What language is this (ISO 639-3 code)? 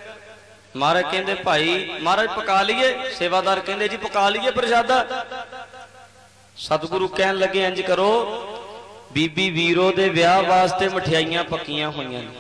pan